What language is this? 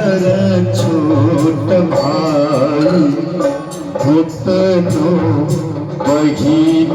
Maithili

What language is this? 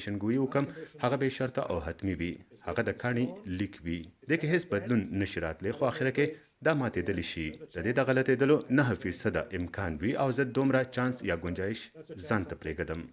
Pashto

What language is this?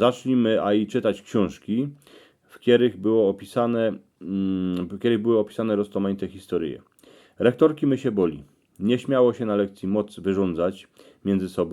Silesian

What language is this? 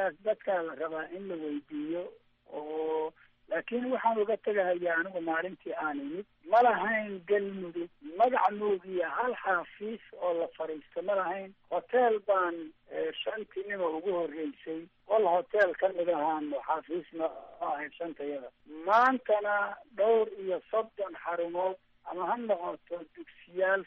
Somali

